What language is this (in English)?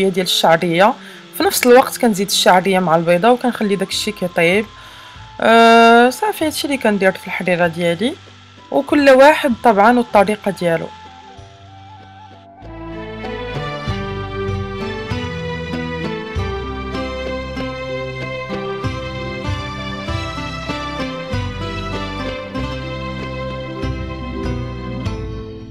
Moroccan Arabic